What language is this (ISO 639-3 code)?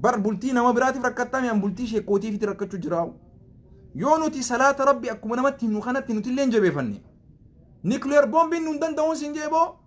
orm